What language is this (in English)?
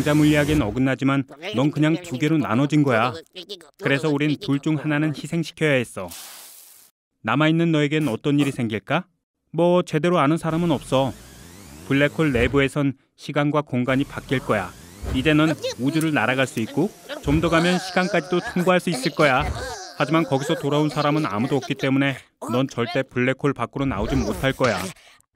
Korean